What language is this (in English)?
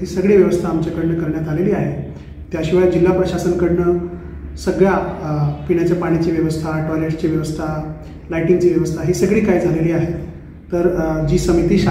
Marathi